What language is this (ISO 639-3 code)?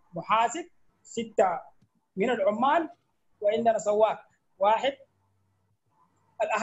apd